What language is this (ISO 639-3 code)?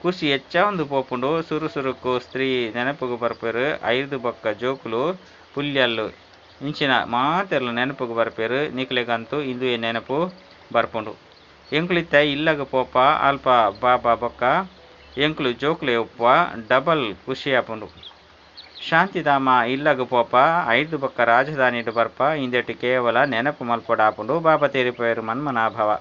tcy